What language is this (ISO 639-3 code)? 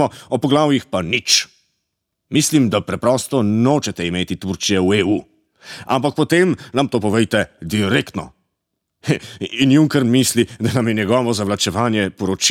slv